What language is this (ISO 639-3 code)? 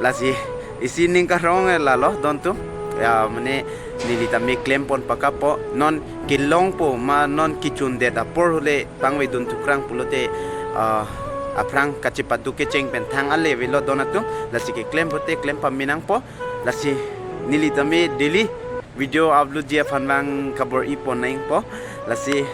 mjw